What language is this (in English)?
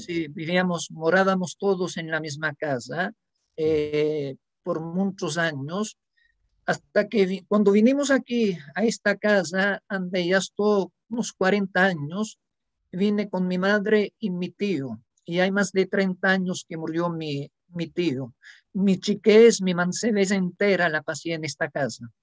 Ladino